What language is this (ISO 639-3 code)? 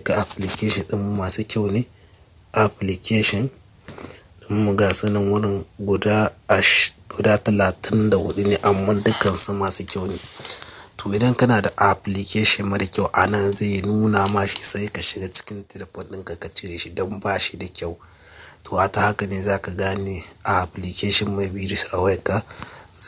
hau